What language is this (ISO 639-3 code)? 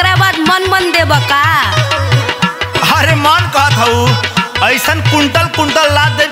bho